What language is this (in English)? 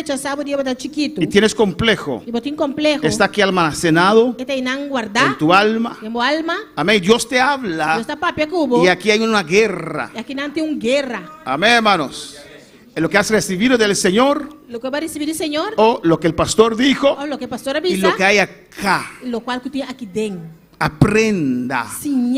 Papiamento